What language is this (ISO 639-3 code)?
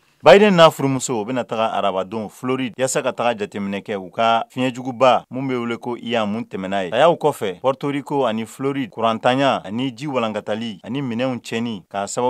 bam